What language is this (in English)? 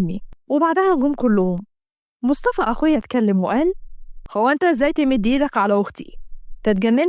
Egyptian Arabic